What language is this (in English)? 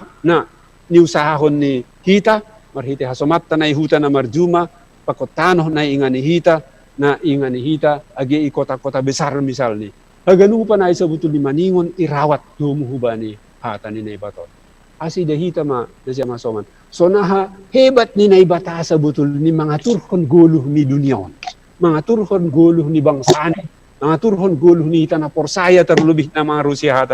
Batak Simalungun